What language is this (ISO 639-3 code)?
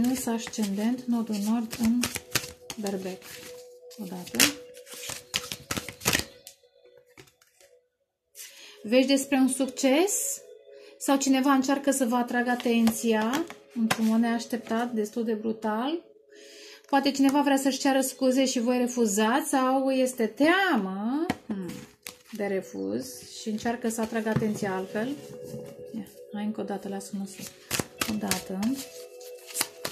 ron